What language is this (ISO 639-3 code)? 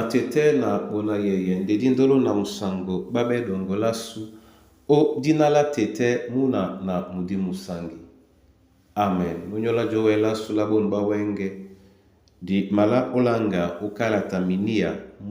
dua